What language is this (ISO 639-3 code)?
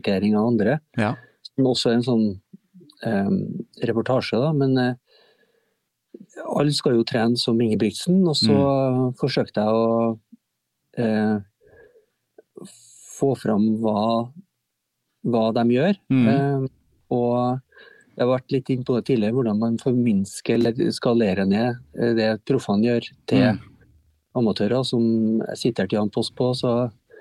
nor